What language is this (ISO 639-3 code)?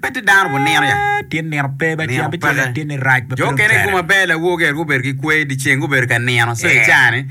ach